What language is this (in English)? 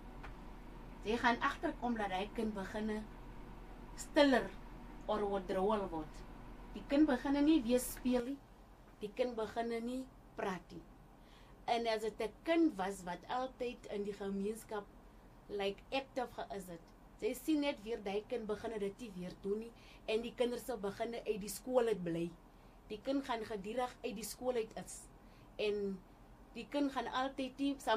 Afrikaans